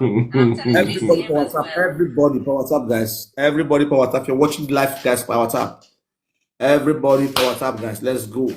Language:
Nigerian Pidgin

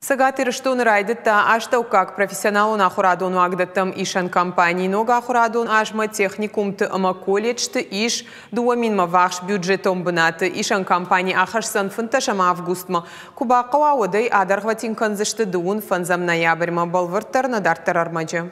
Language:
Ossetic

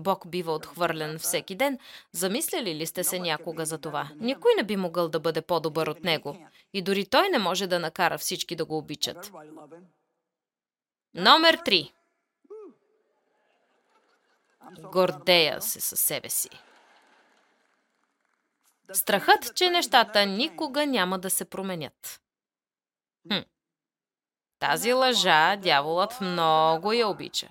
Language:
Bulgarian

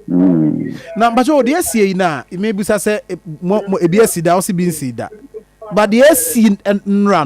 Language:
Akan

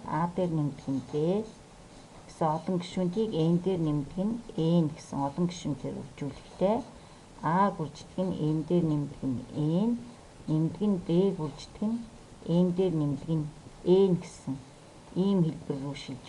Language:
Mongolian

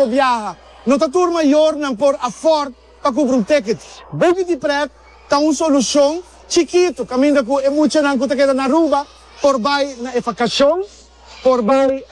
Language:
Papiamento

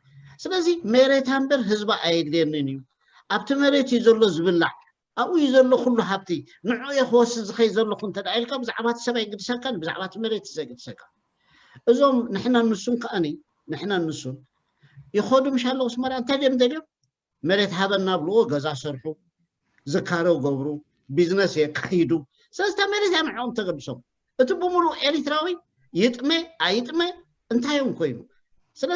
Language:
Tigrinya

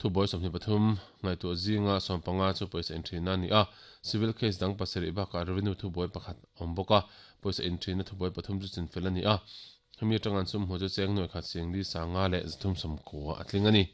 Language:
Mizo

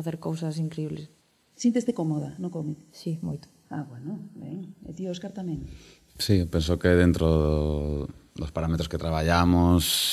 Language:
Galician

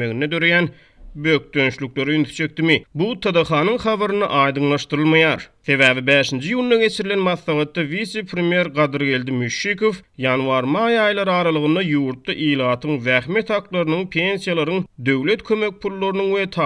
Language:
Turkmen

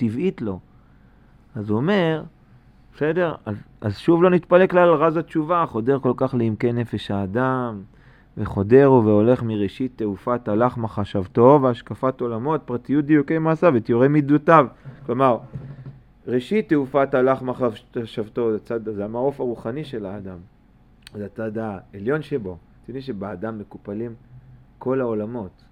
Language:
Hebrew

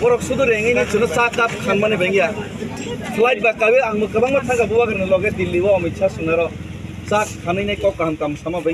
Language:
Kok Borok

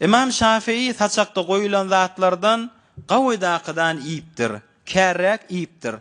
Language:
Turkmen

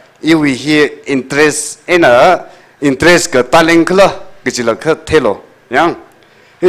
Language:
Tangkhul Naga (India)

